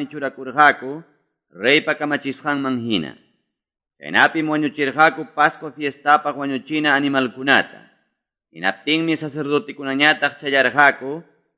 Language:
Quechua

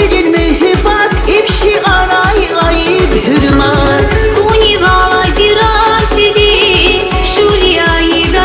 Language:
Tabassaran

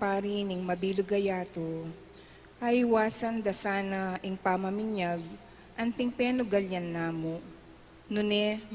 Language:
Pampanga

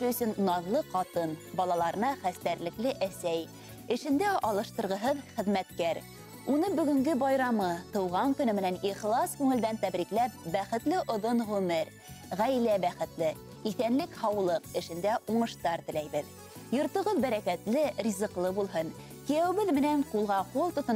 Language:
Bashkir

